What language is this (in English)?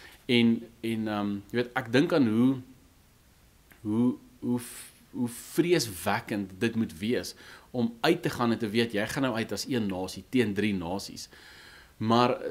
Afrikaans